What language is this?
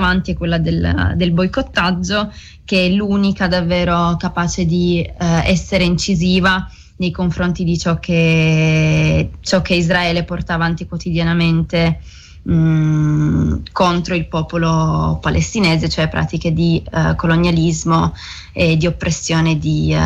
Italian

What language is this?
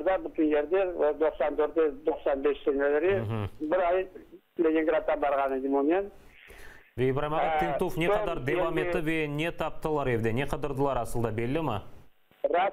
Crimean Tatar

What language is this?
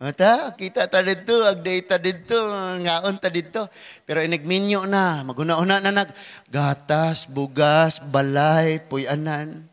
Cebuano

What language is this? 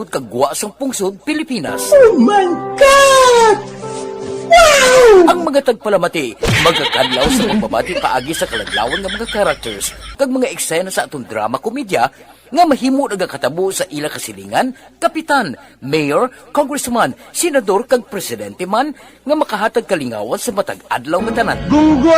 Hiligaynon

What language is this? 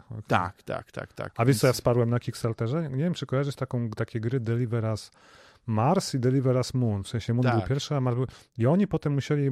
Polish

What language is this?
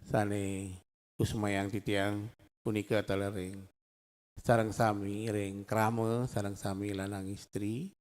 Balinese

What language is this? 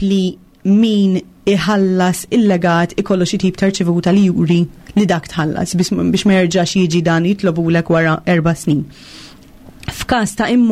Maltese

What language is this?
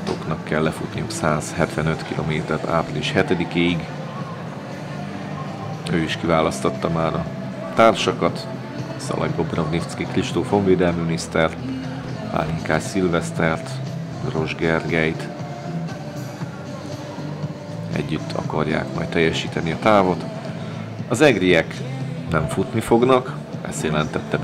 Hungarian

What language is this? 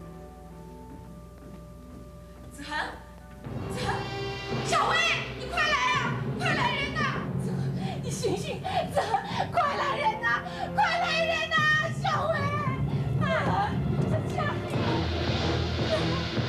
Chinese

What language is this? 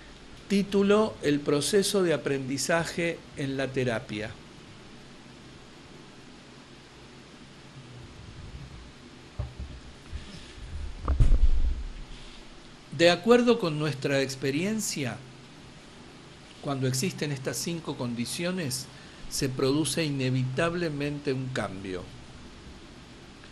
Spanish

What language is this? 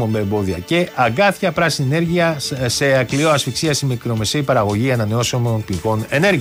Greek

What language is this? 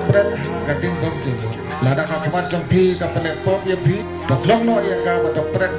Khasi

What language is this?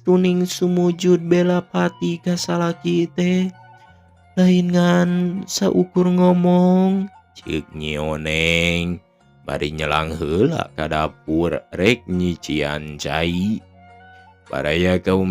Sundanese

